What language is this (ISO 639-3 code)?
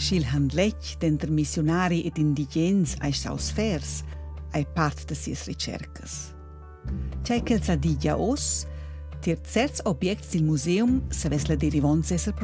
roh